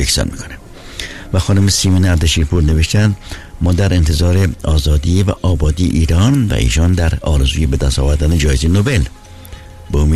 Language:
Persian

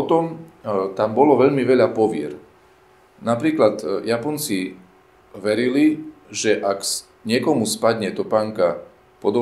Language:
Slovak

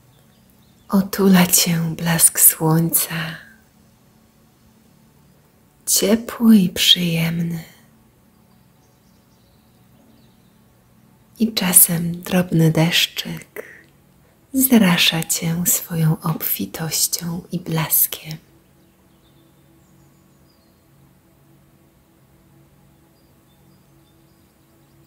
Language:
Polish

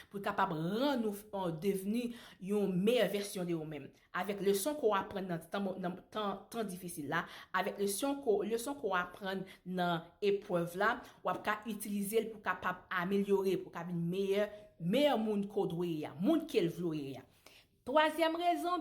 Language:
Haitian Creole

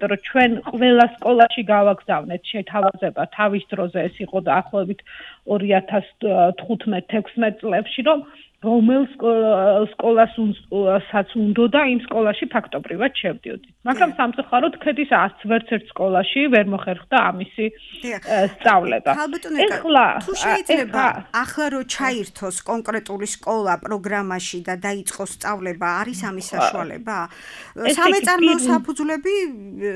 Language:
Georgian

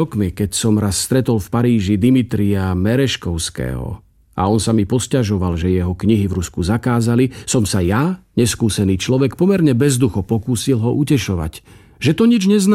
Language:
Slovak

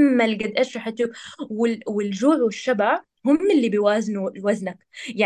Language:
North Levantine Arabic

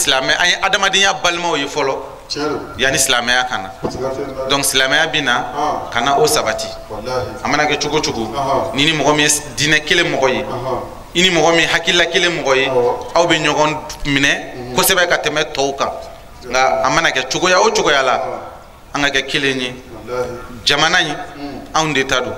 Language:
Bambara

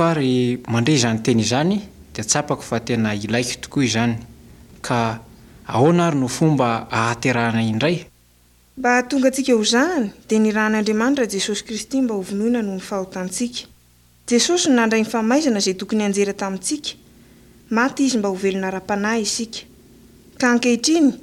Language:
Malagasy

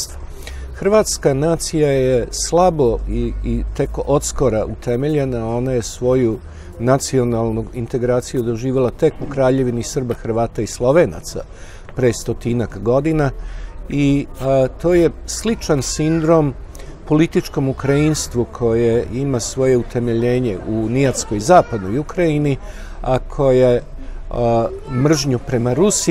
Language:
Serbian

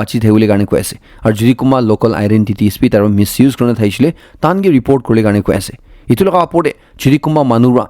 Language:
Naga Pidgin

